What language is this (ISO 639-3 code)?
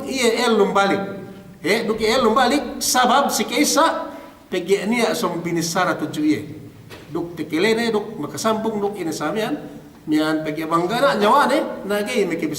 yka